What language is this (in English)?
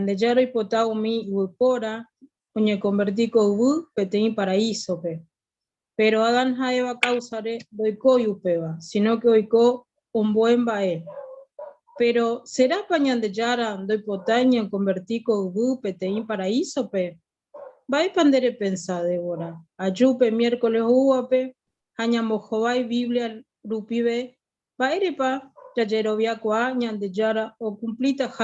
Guarani